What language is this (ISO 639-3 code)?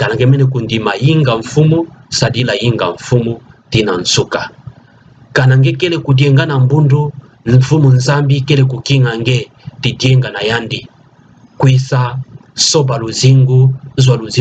ktu